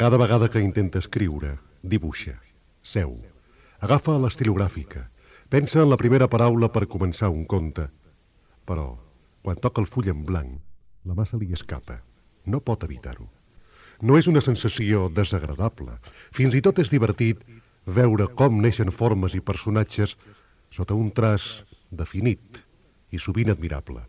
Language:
Catalan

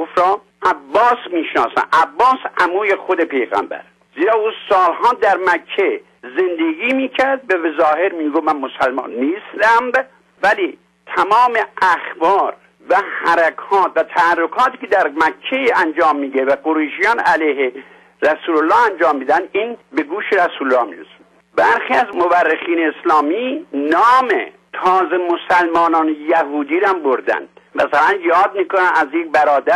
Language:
Persian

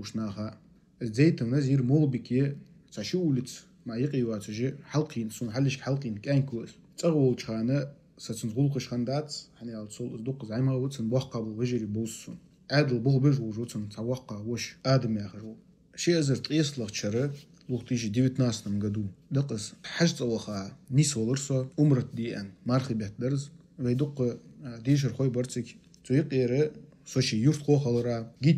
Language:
Ingush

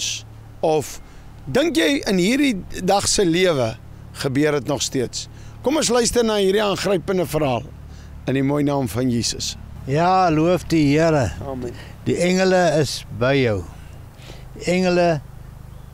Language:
Afrikaans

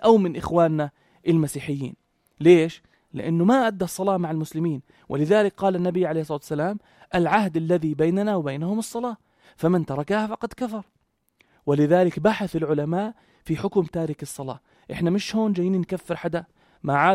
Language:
North Levantine Arabic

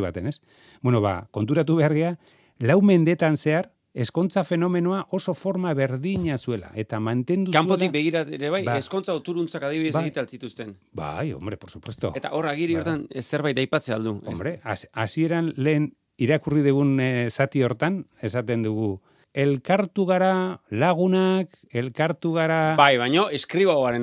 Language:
Basque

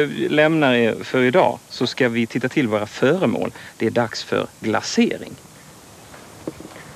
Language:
Swedish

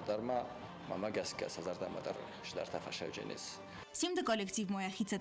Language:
Ossetic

